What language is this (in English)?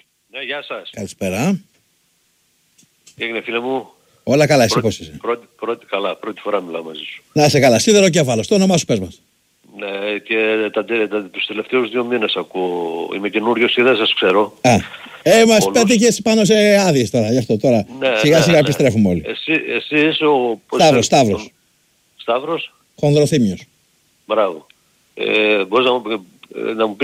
Greek